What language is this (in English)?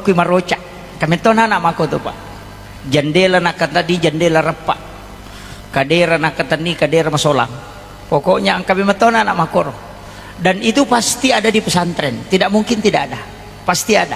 Buginese